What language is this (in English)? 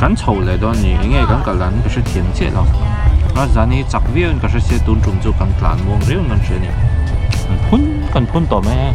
Mizo